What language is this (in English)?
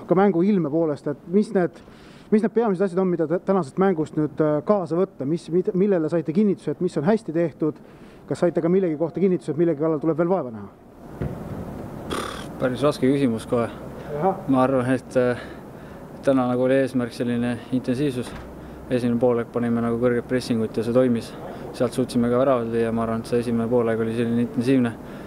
Estonian